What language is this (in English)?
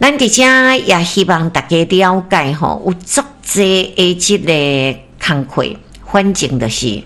Min Nan Chinese